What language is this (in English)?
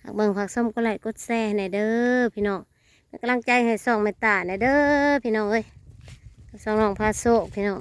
Northeastern Thai